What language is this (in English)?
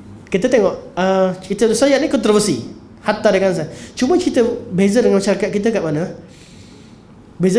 Malay